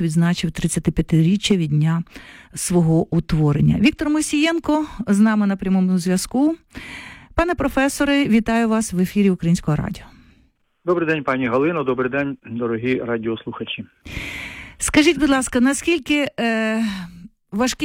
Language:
Ukrainian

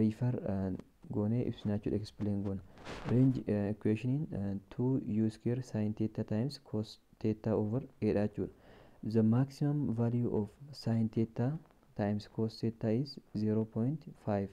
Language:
Oromo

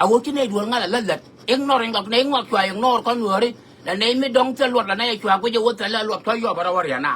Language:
Nuer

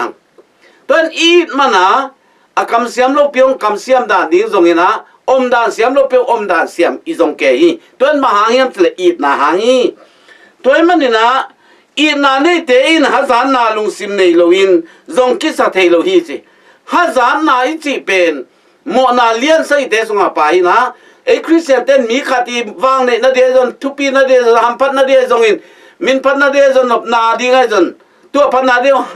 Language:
Tedim Chin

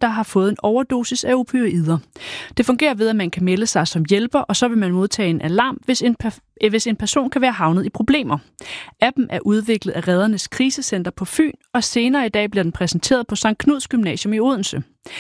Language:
Danish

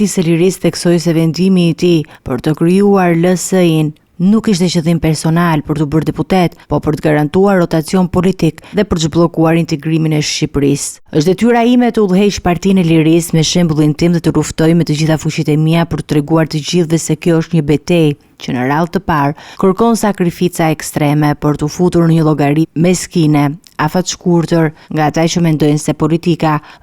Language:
Albanian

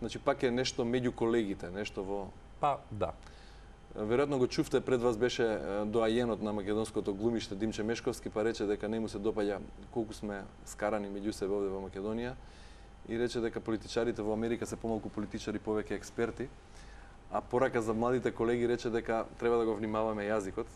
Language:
Macedonian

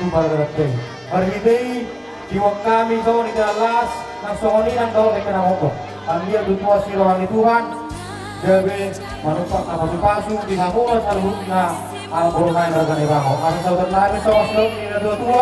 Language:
Batak Toba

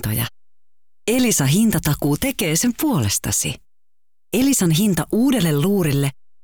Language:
Finnish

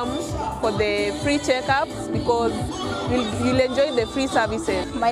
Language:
Masai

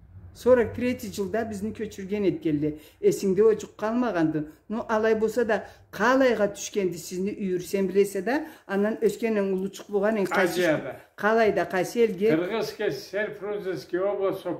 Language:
Karachay-Balkar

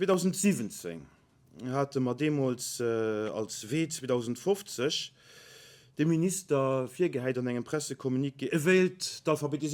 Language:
Luxembourgish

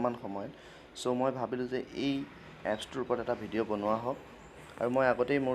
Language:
Assamese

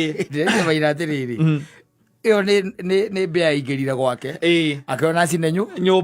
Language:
Kikuyu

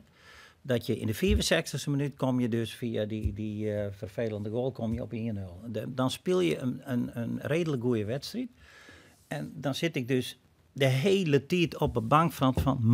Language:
Western Frisian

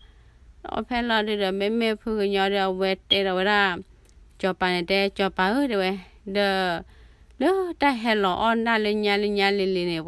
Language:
S'gaw Karen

